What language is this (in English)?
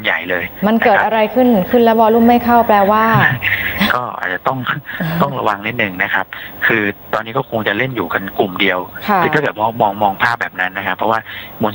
Thai